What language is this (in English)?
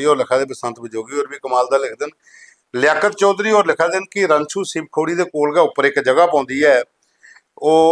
Dogri